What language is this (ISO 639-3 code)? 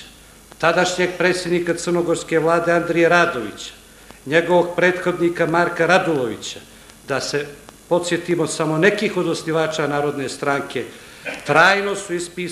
srp